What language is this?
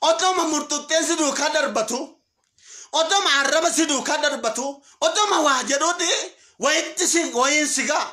Oromo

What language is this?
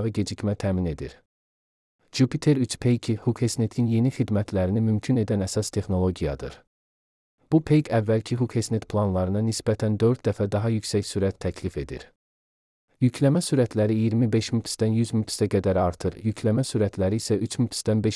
Azerbaijani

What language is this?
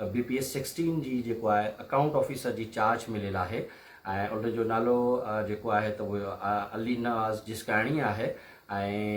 Sindhi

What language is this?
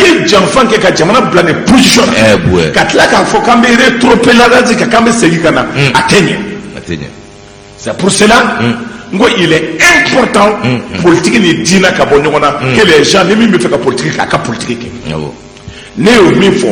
Bambara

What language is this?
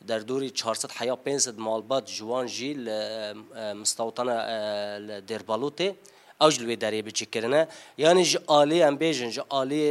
Kurdish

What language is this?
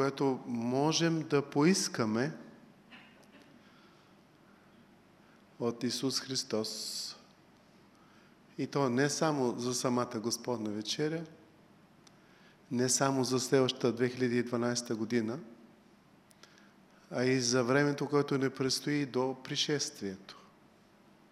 Bulgarian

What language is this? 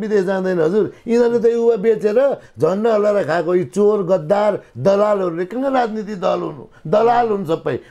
Nepali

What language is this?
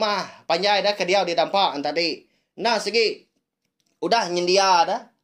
Iban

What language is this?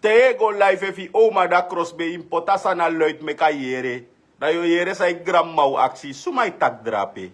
Sranan Tongo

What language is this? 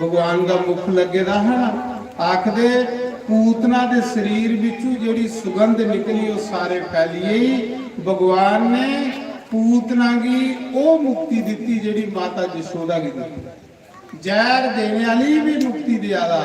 Dogri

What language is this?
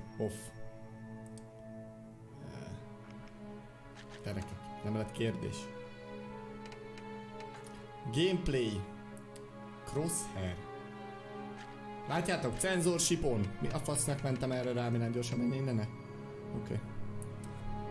Hungarian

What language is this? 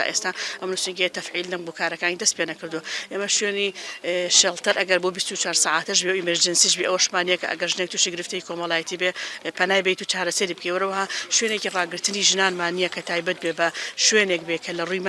Central Kurdish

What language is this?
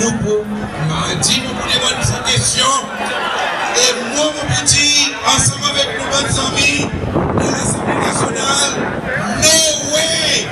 Seselwa Creole French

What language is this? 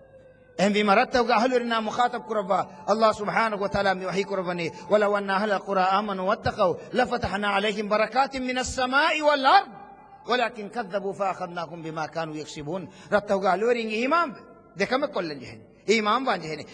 Divehi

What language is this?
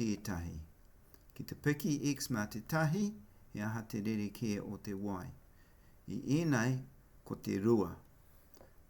Māori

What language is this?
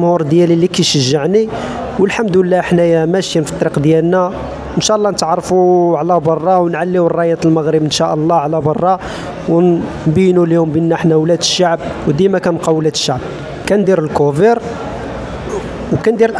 Moroccan Arabic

